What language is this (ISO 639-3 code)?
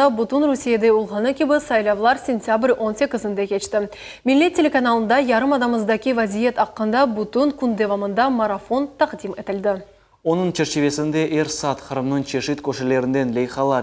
crh